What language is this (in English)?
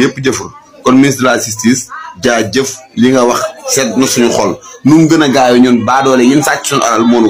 Wolof